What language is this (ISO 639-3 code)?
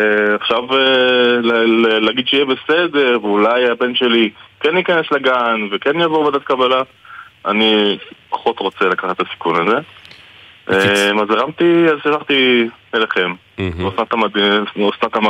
heb